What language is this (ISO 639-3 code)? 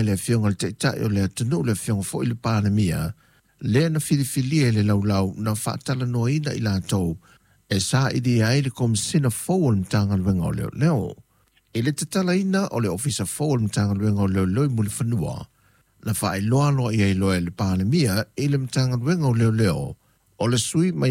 smo